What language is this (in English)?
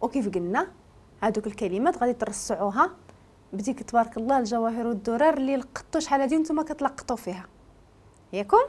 Moroccan Arabic